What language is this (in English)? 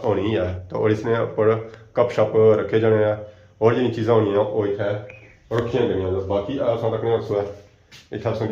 Pahari-Potwari